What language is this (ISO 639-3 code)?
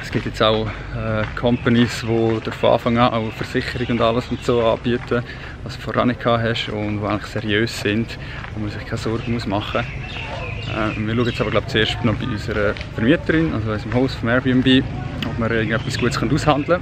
gsw